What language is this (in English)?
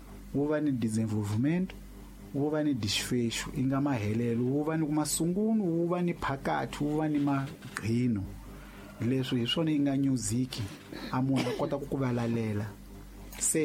Tsonga